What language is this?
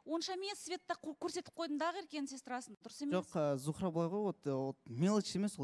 Kazakh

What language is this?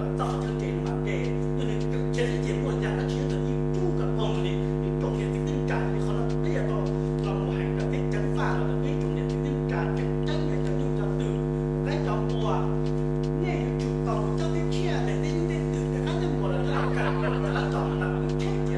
Hmong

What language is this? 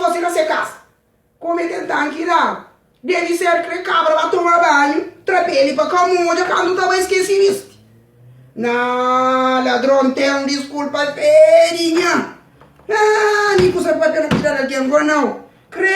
Kabuverdianu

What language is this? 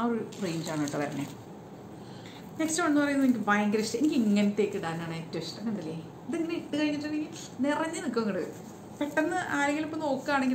Malayalam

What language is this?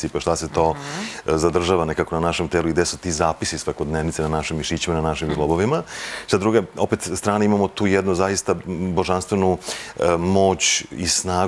Serbian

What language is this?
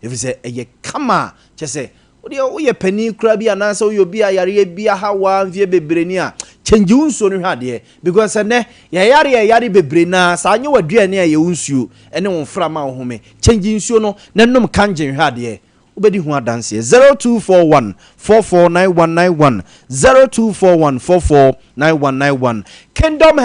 Akan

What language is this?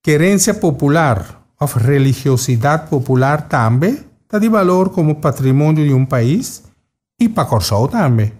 Papiamento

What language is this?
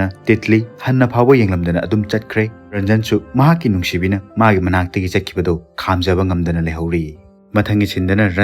Manipuri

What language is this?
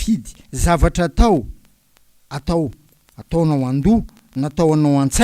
Malagasy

